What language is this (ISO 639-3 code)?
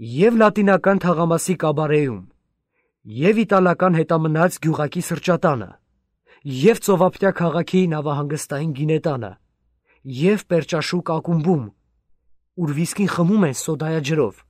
hye